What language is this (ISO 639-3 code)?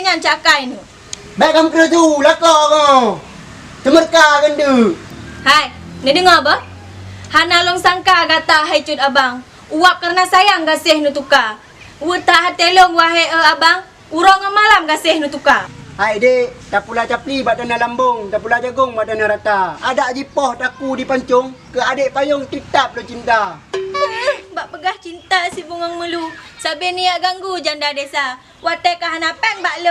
ace